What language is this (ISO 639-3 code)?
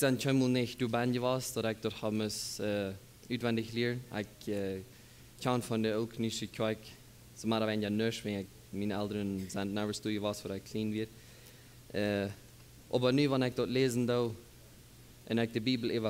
pdt